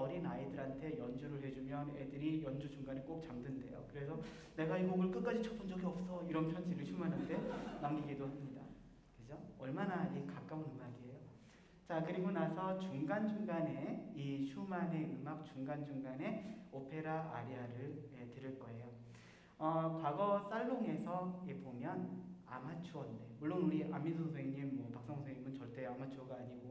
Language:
Korean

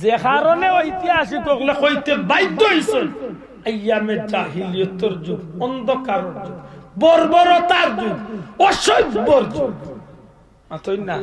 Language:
Sylheti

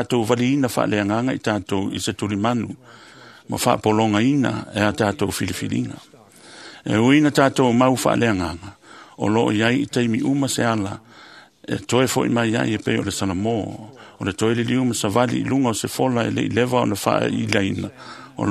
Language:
Samoan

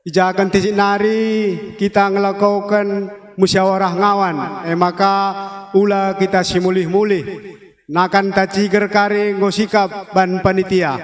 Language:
Batak Karo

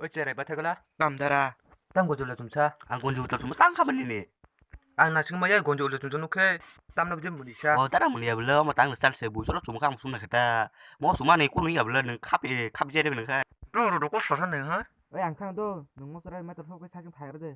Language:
Kok Borok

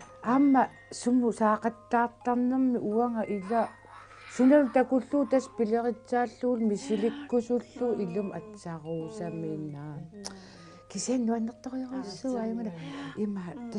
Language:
Kalaallisut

